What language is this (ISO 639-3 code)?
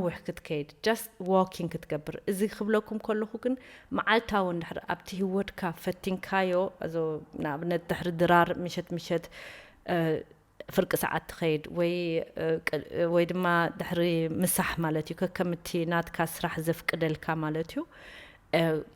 tir